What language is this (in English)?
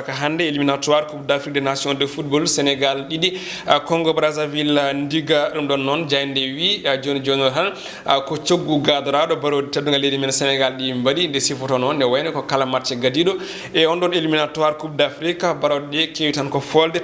Fula